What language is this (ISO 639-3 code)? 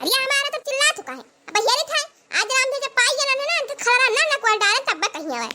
awa